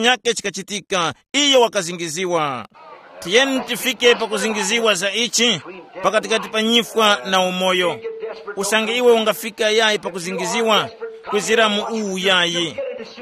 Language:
Tumbuka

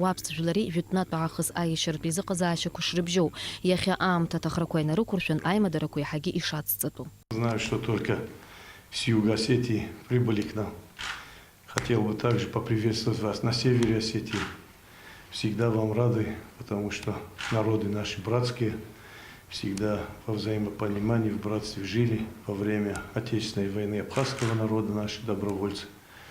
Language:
Abkhazian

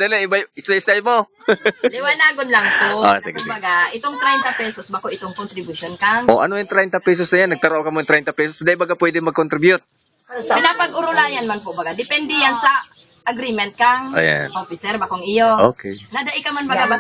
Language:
Bikol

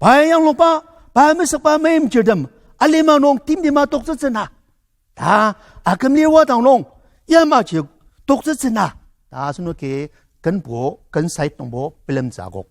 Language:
Ao Naga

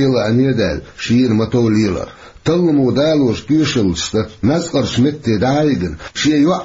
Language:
Chechen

